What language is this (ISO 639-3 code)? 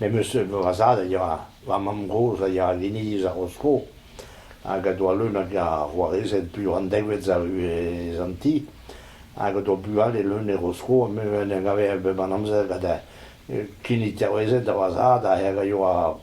bre